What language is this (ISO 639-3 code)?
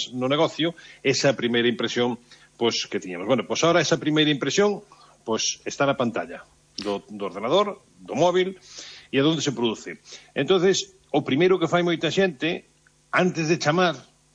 glg